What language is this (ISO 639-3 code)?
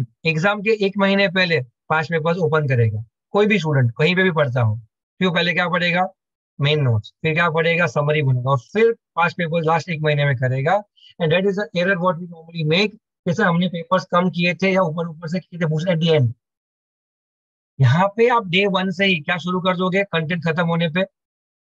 hin